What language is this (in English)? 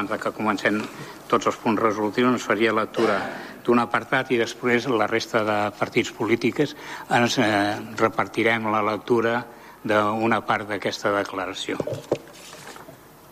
Catalan